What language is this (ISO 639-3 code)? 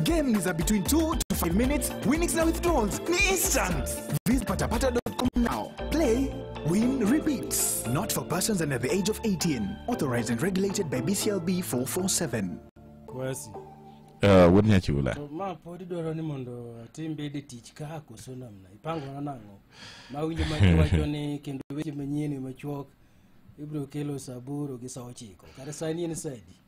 luo